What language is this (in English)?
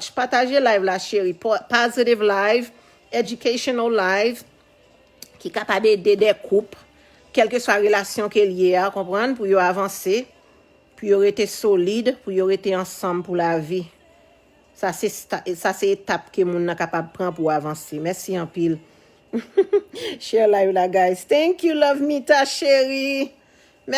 Haitian Creole